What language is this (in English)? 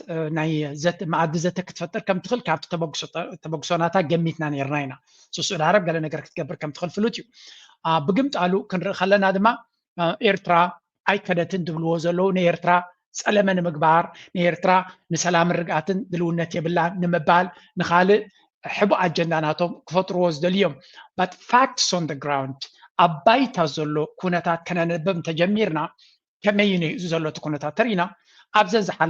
Tigrinya